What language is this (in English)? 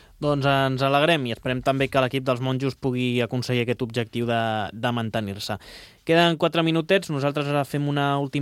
Catalan